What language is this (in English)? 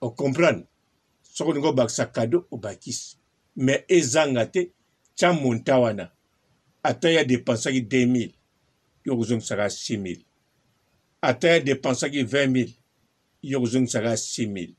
Lingala